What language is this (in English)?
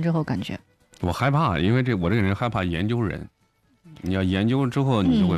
Chinese